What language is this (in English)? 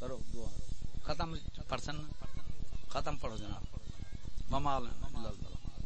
Saraiki